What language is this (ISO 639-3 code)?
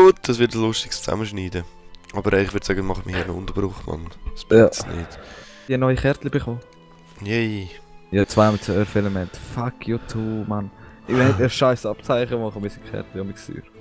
gsw